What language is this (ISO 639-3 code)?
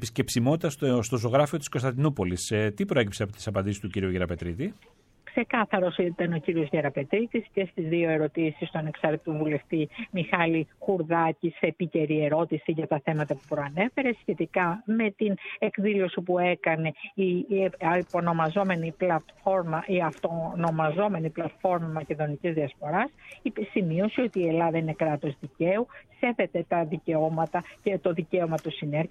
ell